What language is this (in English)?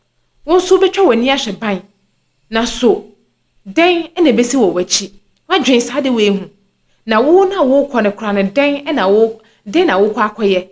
Akan